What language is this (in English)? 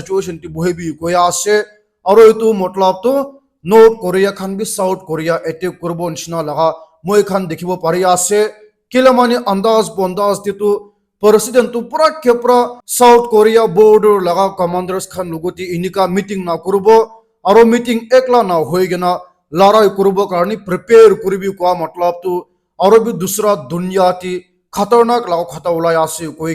Naga Pidgin